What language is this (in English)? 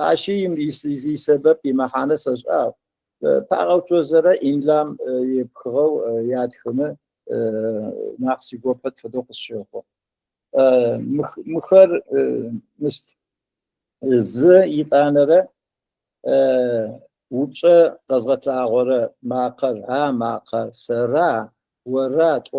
Adyghe